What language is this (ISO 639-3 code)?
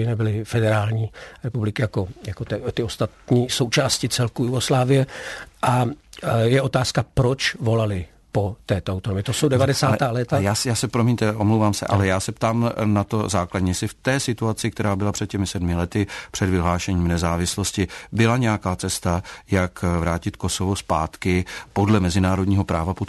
ces